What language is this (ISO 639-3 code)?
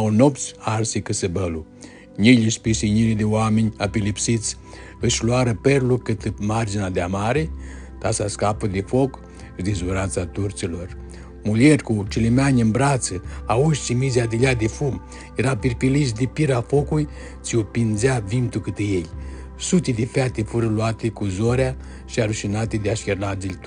rup